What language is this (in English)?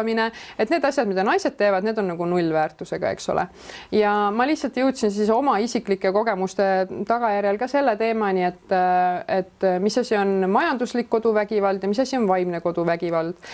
Estonian